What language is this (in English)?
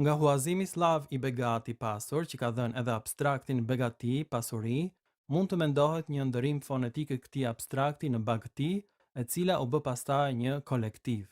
Albanian